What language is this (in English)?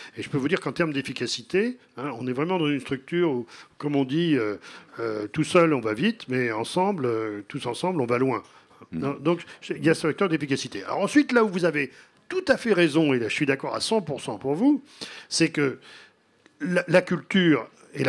French